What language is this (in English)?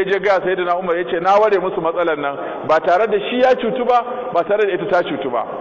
Hausa